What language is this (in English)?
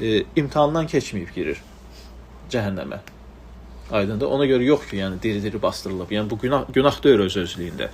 Azerbaijani